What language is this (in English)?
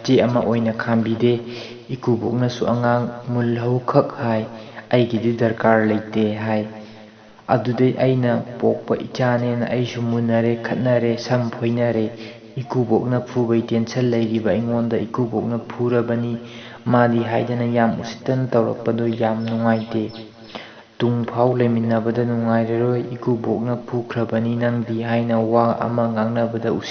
Manipuri